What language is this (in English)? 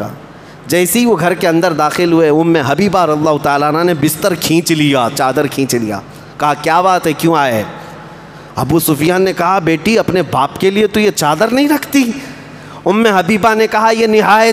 Urdu